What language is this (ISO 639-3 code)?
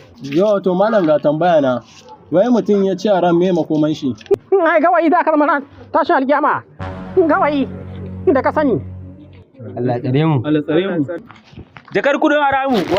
hau